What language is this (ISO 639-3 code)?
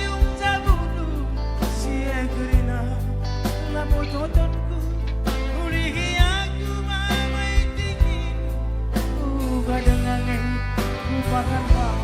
btx